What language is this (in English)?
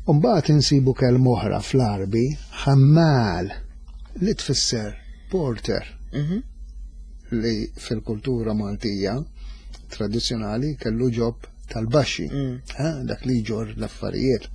Maltese